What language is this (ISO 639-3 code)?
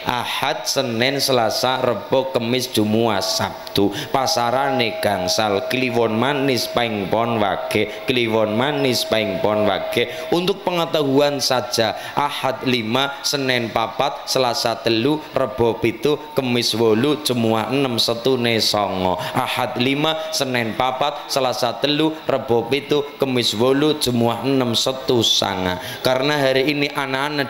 jav